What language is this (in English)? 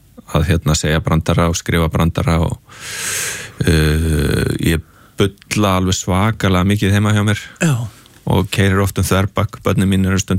Icelandic